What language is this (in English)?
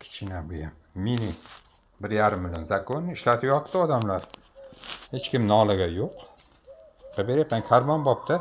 Uzbek